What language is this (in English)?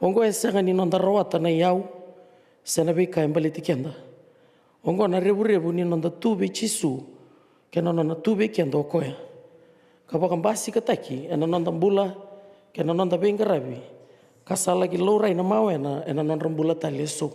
Fijian